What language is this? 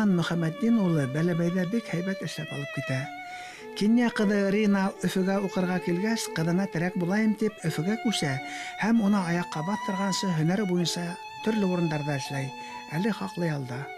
Bashkir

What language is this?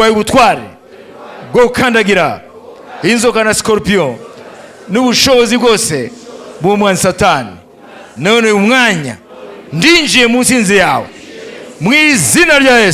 Kinyarwanda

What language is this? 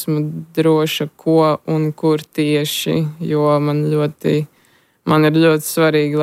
Latvian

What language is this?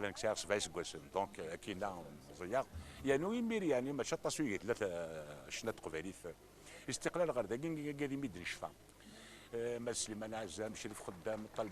Kabyle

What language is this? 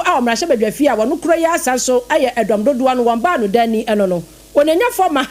Akan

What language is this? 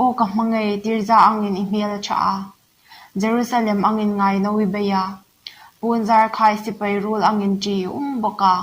Hmar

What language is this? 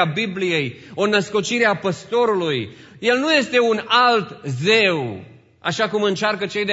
Romanian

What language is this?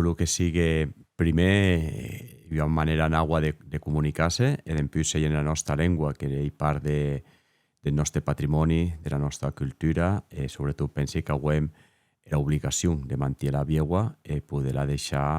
Occitan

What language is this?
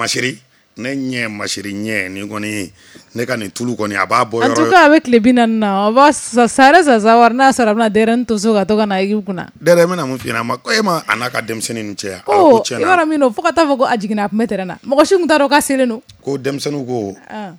Bambara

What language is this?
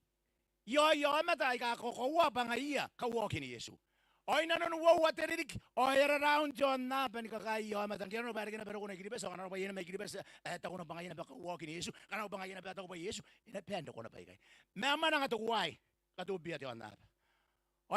Gilbertese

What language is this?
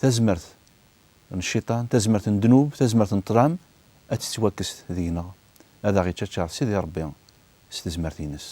Kabyle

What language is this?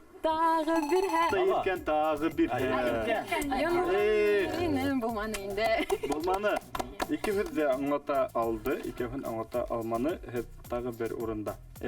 Bashkir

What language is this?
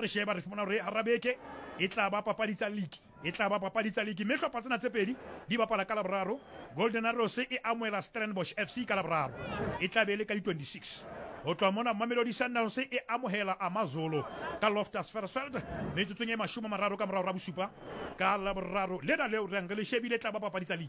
Southern Sotho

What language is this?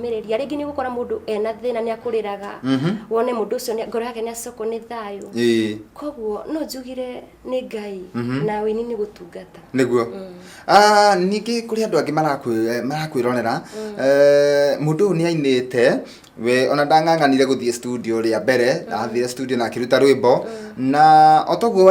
Kikuyu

